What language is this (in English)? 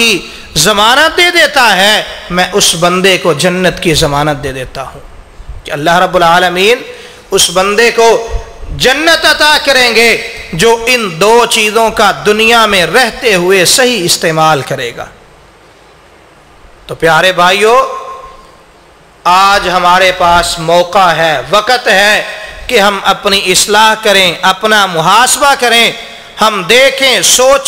Urdu